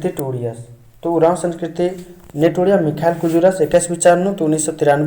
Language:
Kurukh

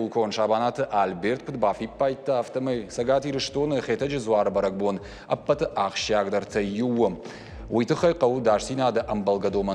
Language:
Ossetic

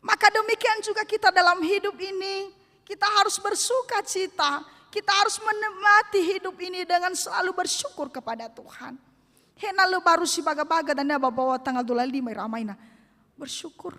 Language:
Nias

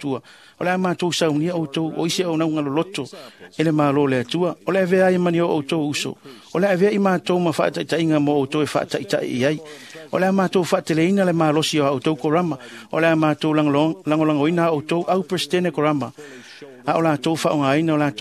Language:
Samoan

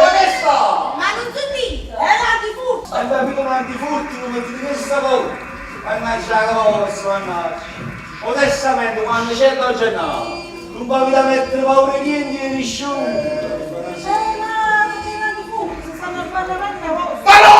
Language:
Neapolitan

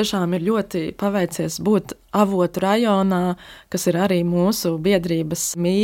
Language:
Latvian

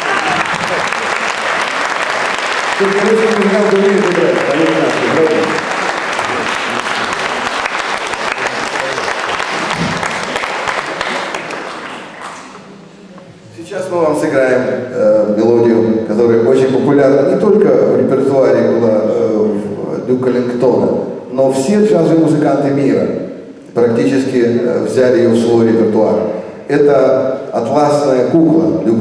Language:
Russian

